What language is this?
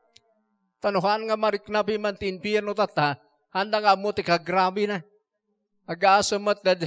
Iloko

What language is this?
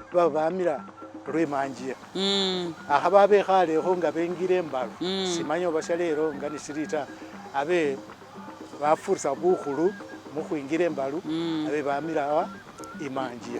Masaaba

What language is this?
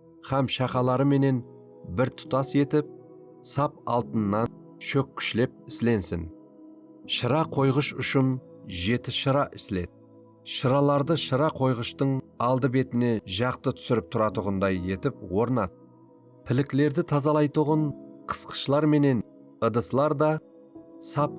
Kara-Kalpak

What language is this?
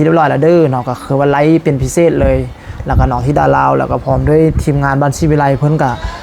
Lao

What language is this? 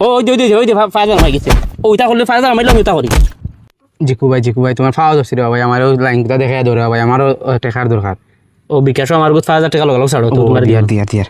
Sylheti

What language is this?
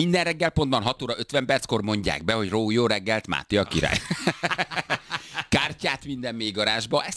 Hungarian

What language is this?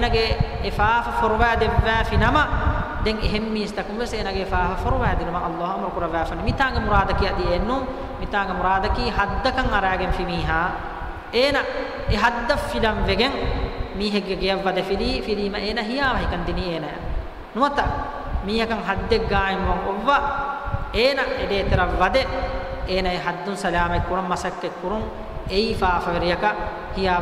Divehi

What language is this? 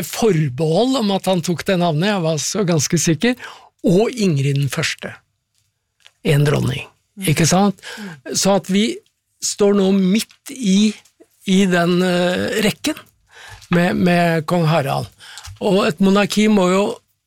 Norwegian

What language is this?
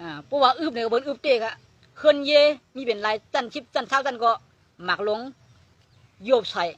Shan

